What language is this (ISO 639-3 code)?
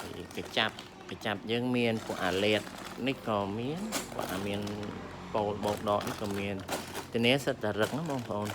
khm